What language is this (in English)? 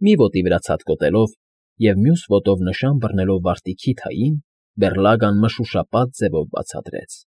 Armenian